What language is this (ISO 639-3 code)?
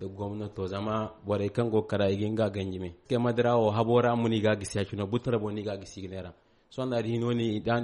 dje